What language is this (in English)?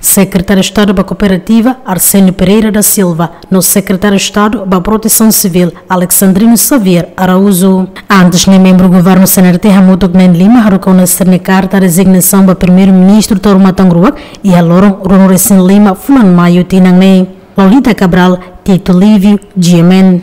Tetum